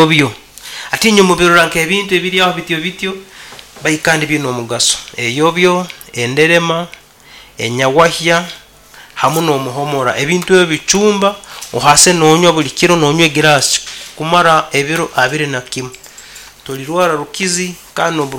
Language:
Nyankole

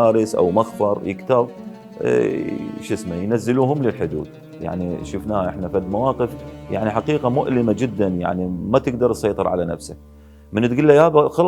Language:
Mesopotamian Arabic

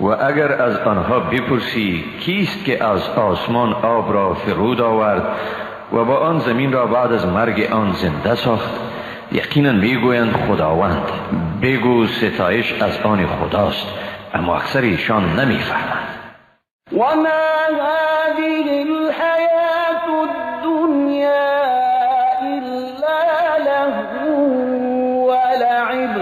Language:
Tajik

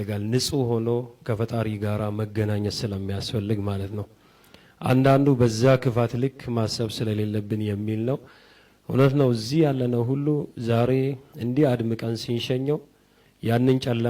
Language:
Amharic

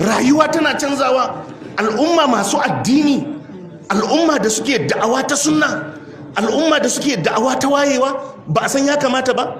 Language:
Hausa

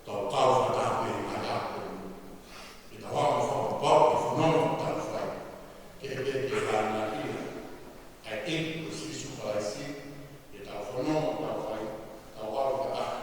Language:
Tongan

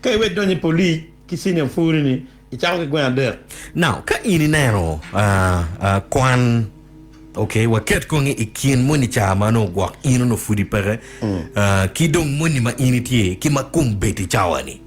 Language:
Acoli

